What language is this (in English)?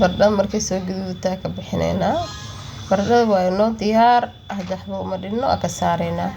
Somali